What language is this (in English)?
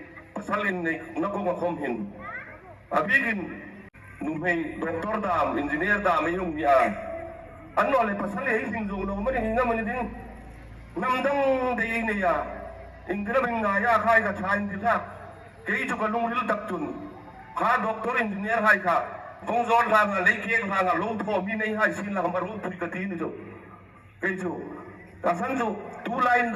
Hmar